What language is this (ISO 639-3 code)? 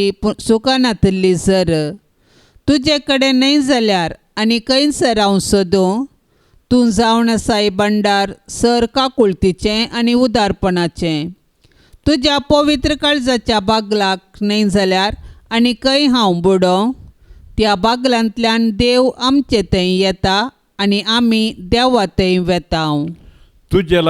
kok